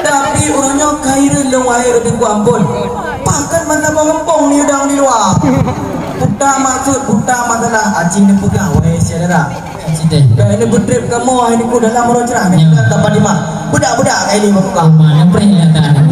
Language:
Achinese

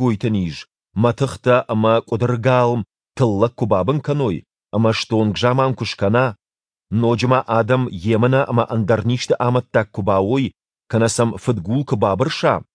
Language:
Ossetic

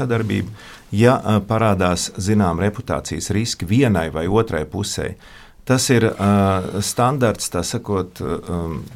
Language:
Latvian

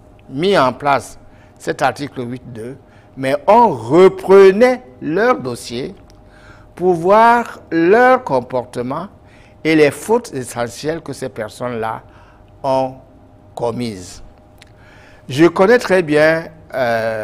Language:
French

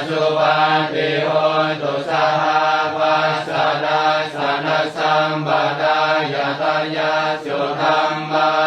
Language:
Pali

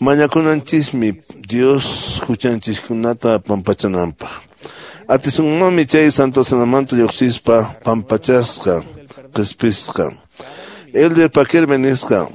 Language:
Quechua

